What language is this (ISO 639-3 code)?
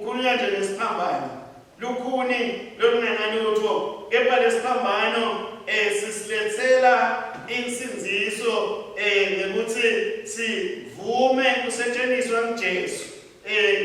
ssw